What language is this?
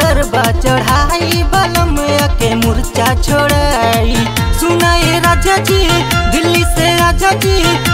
Bhojpuri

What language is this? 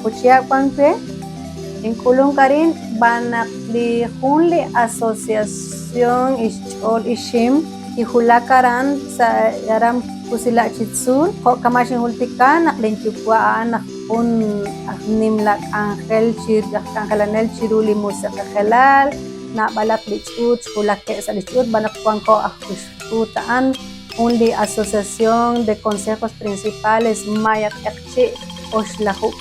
Kekchí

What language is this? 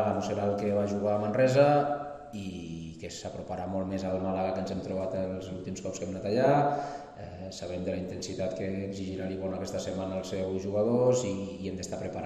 Catalan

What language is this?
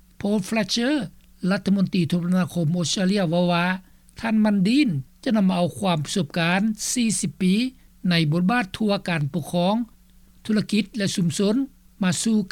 Lao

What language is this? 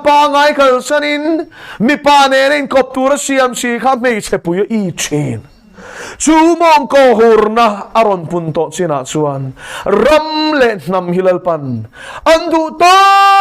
Mizo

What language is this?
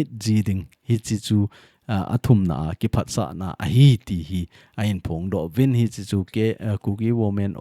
Thado Chin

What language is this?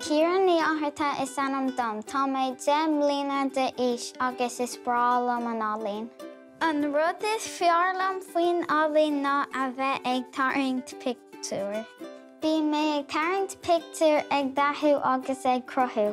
Irish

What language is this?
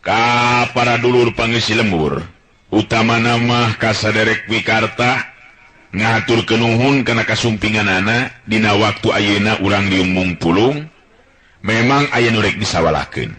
Sundanese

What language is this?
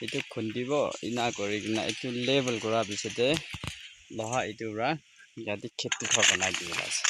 Naga Pidgin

